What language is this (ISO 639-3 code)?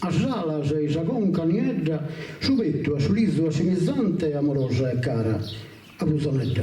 srd